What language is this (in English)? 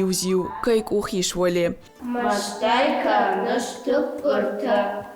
Ossetic